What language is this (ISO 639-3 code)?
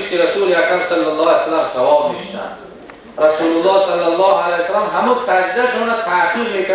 tgk